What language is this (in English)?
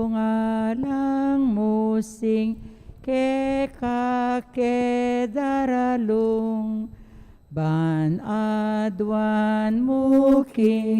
Pampanga